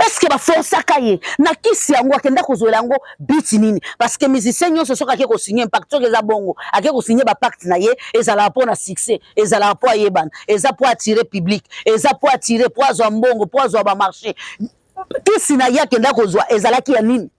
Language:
Lingala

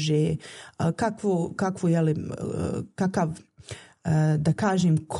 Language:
Bosnian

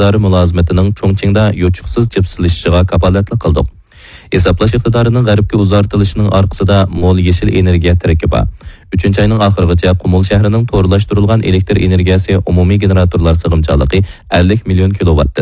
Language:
Uyghur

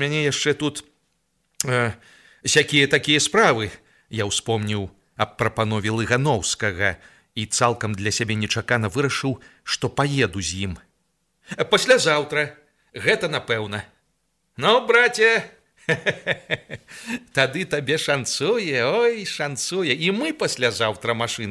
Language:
Belarusian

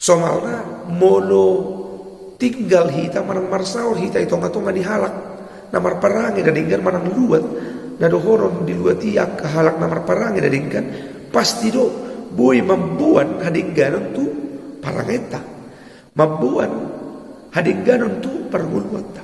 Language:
Batak Toba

